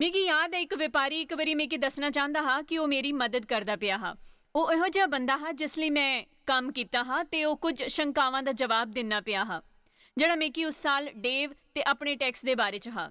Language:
Dogri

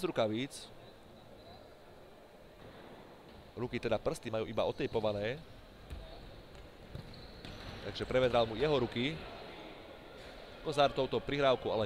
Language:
Slovak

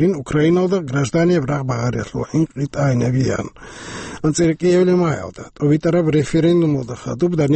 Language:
Avaric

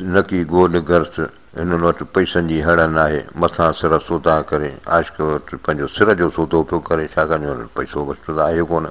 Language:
Sindhi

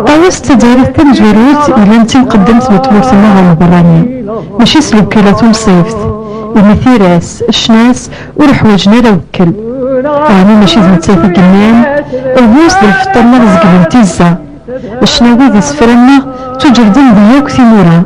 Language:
Kabyle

